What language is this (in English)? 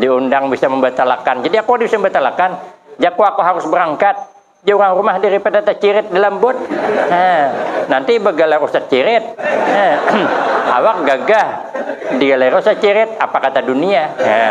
Banjar